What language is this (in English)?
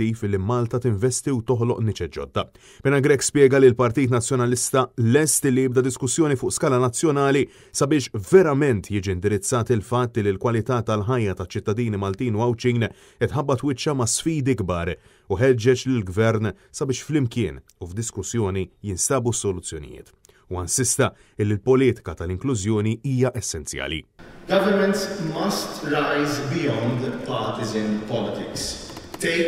Maltese